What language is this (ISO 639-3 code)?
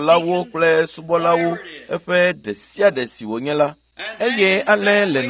ewe